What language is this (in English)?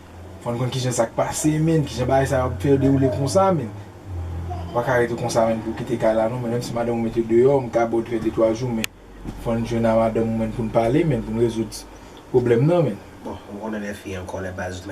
Haitian Creole